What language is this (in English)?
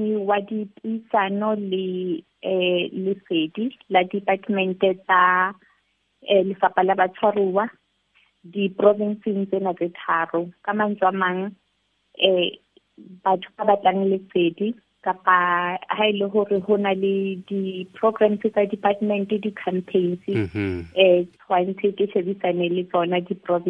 Southern Sotho